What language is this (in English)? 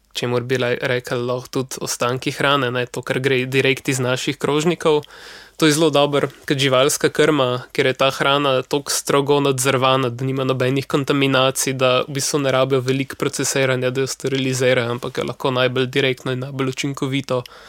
Slovenian